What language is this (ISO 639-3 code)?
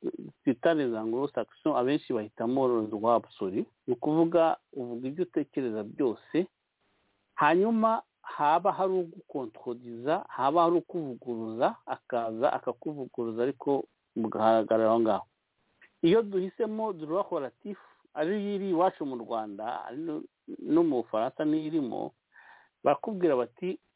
kin